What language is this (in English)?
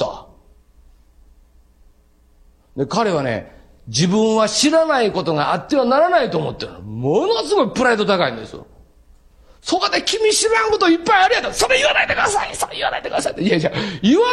Japanese